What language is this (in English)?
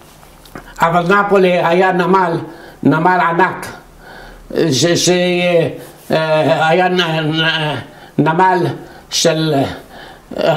Hebrew